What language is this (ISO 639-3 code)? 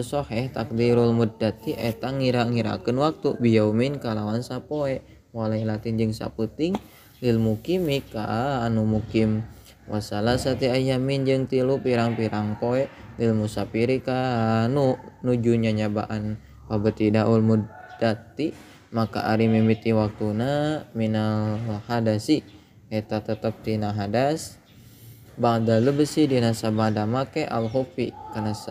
sun